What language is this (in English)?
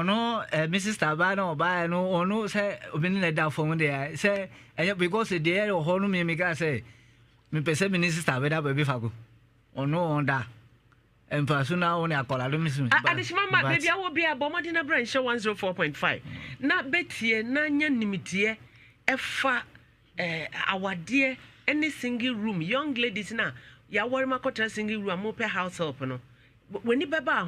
Akan